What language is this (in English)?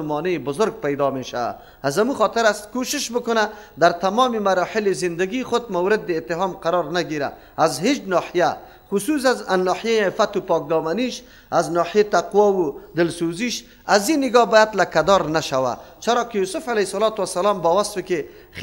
Persian